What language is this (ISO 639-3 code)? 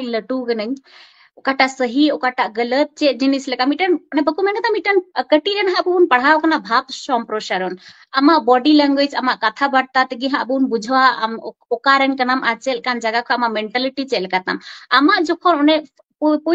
sat